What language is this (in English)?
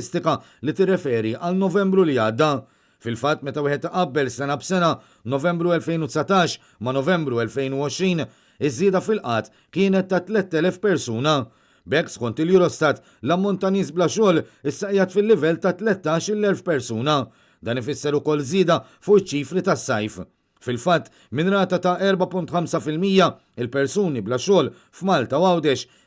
Maltese